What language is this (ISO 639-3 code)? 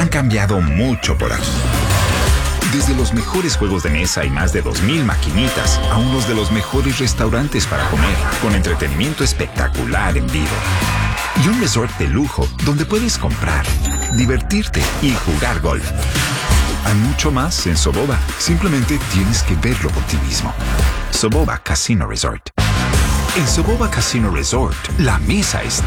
spa